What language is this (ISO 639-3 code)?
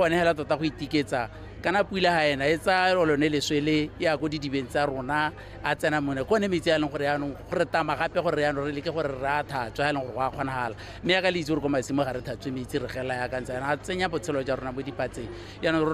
tsn